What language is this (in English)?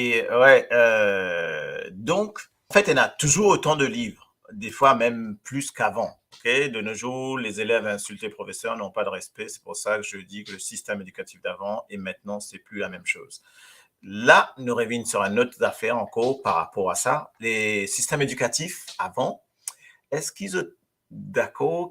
Morisyen